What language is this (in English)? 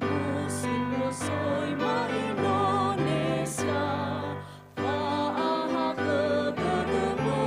Nias